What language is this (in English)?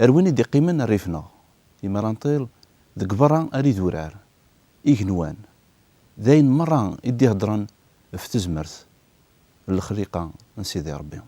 Kabyle